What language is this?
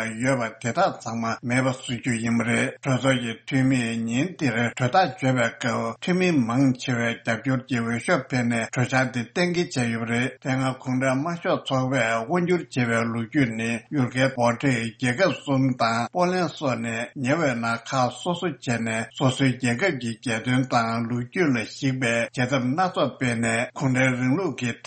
Tibetan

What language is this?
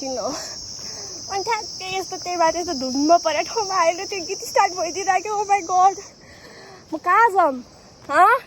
Nepali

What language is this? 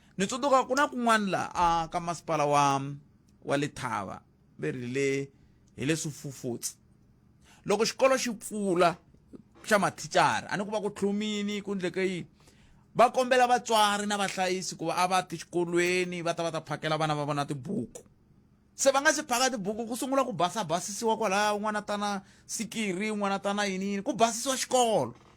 Tsonga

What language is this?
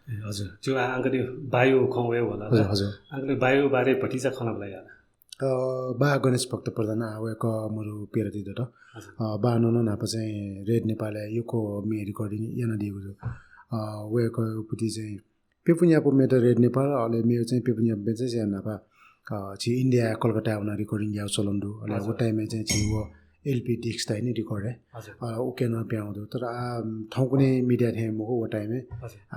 Newari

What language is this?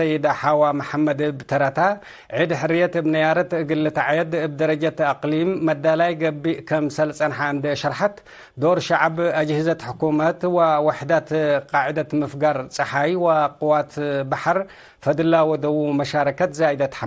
Tigre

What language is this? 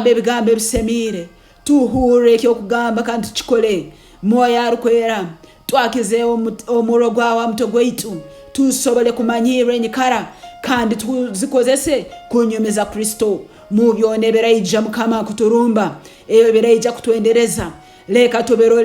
Tooro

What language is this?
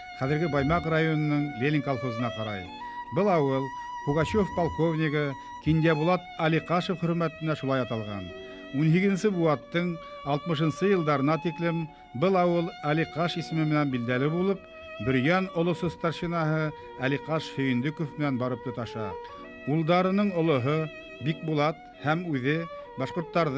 Bashkir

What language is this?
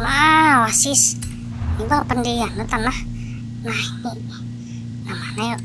Banjar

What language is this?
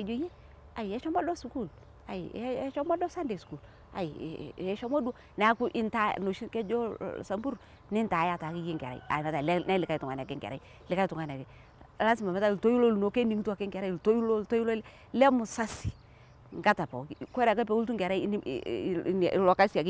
Masai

